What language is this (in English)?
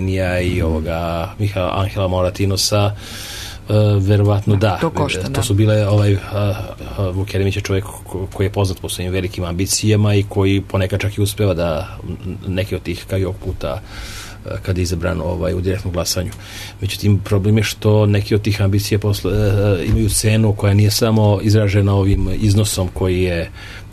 Serbian